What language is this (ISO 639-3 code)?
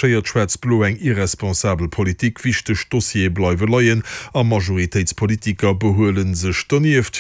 ltz